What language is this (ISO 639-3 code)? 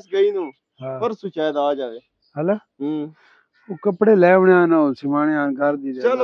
pan